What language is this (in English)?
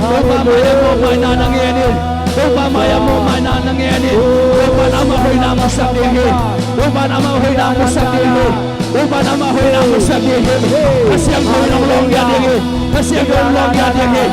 Tedim Chin